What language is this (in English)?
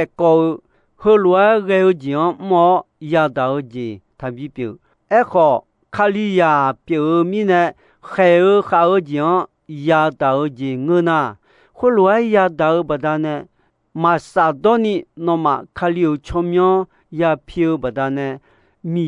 Akha